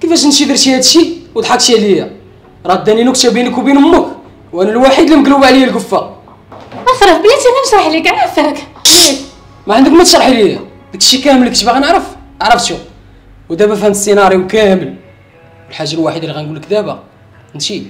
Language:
Moroccan Arabic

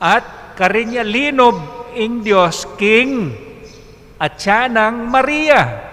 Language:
Pampanga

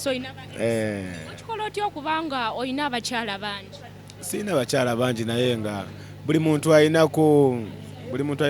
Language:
Ganda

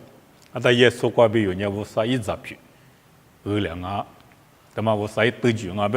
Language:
Lisu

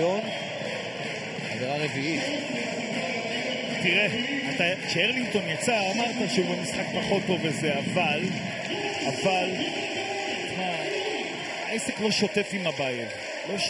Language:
Hebrew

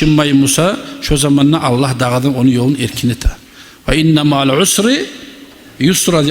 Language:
Kumyk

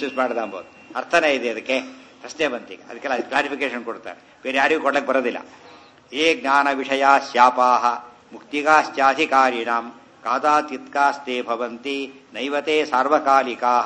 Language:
Kannada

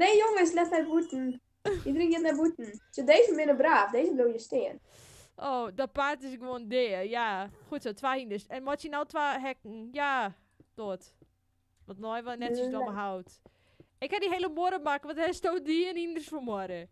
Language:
Western Frisian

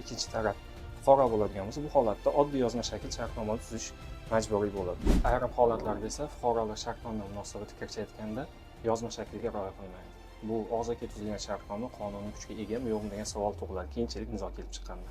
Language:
Uzbek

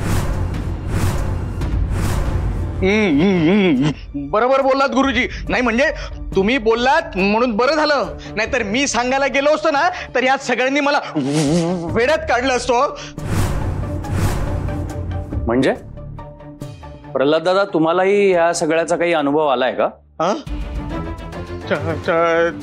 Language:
Marathi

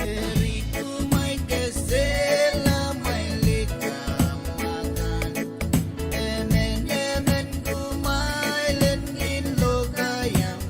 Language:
Pohnpeian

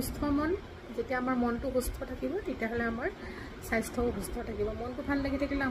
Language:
Assamese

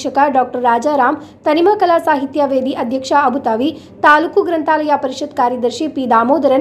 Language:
Kannada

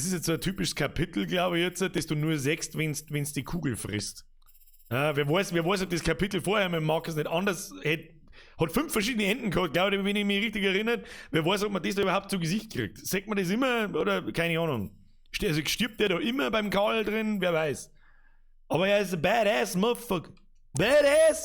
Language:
Bavarian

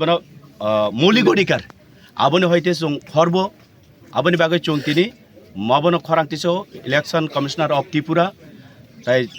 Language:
Kok Borok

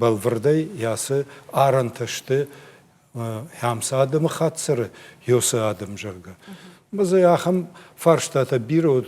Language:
Ossetic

